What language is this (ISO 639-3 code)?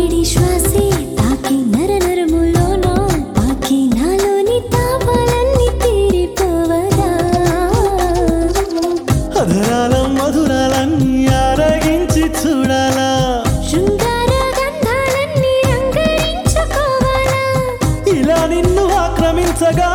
tel